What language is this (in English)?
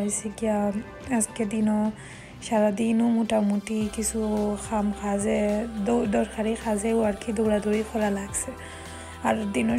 Sylheti